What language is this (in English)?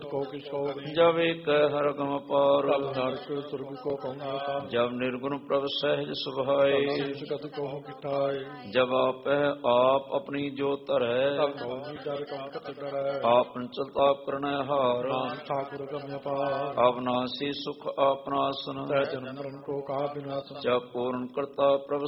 Punjabi